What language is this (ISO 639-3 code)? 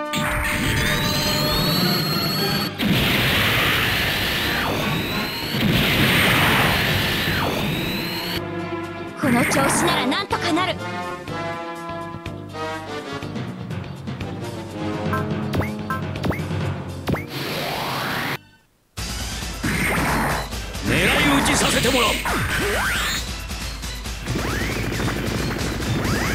jpn